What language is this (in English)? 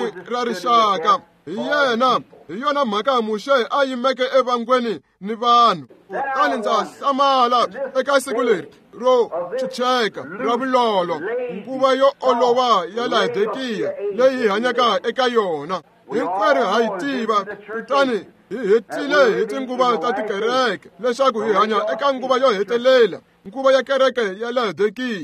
Tsonga